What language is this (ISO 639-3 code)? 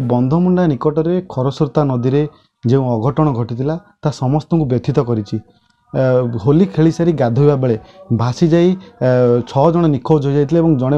ori